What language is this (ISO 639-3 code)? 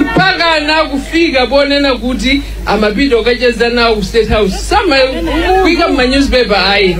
nya